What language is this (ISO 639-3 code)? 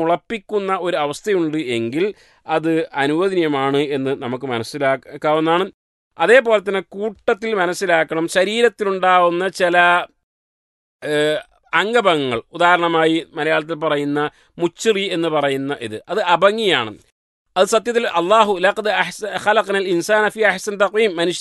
mal